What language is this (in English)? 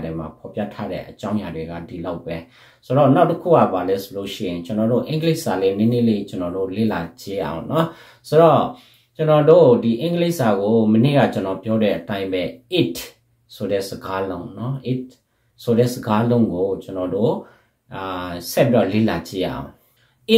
Burmese